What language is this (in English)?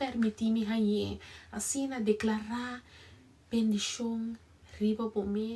Papiamento